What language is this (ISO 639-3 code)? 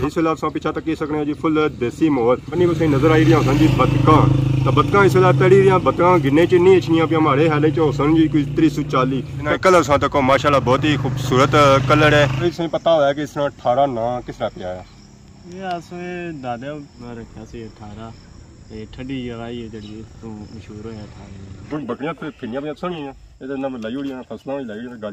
phr